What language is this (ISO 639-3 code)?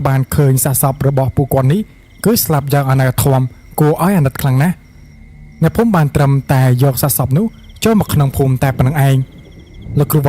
khm